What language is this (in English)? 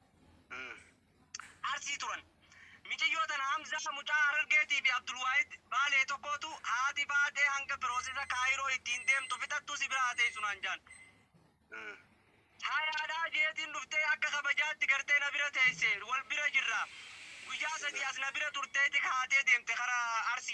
Oromo